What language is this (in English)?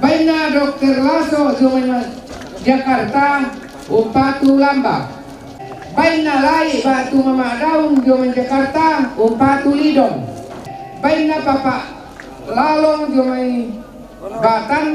Toraja-Sa'dan